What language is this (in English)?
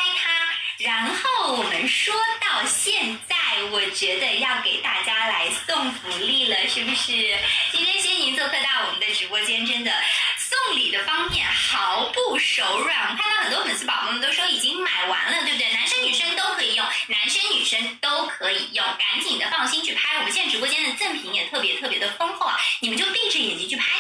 Chinese